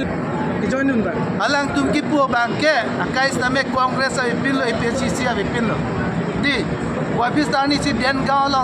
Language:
Karbi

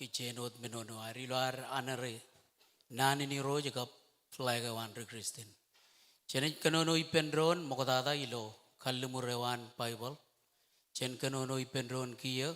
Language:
Marshallese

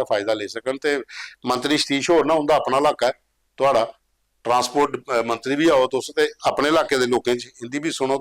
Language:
Dogri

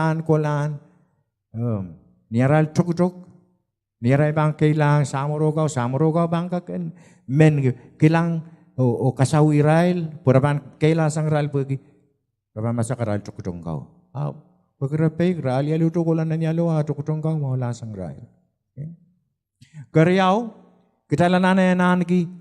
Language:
Pohnpeian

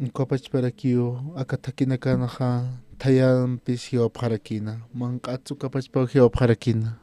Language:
Aymara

